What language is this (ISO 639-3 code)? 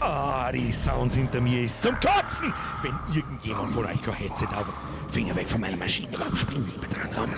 bar